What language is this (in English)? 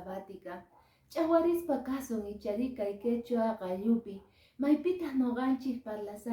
Quechua